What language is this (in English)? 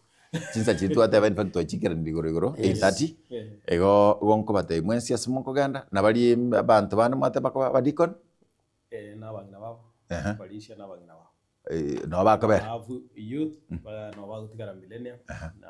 Gusii